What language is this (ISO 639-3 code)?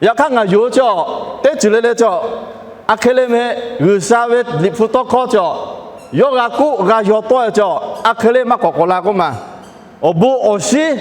lhu